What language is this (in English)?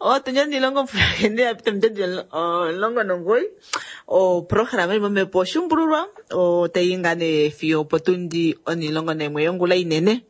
Kuanyama